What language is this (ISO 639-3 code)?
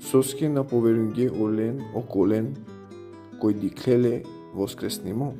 rmn